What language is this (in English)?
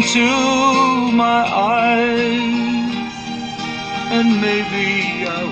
Hiligaynon